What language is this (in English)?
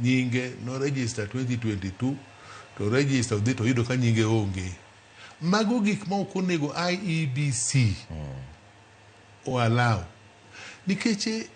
Luo (Kenya and Tanzania)